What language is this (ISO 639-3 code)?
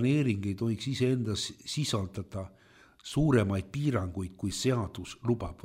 est